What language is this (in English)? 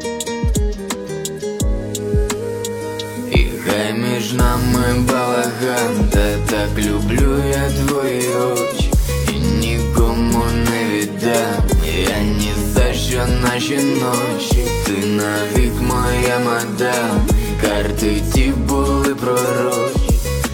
Ukrainian